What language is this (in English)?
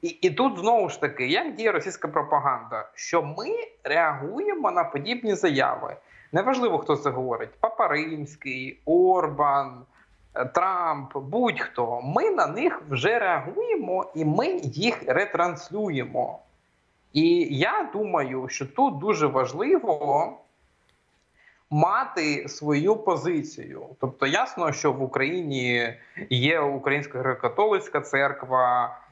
Ukrainian